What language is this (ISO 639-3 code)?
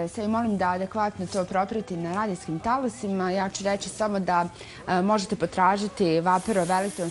bos